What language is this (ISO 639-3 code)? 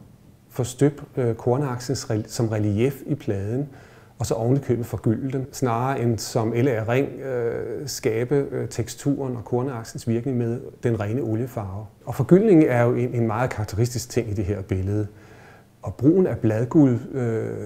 dan